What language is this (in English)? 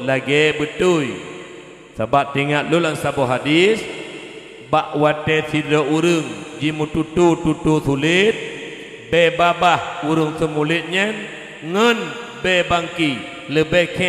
Achinese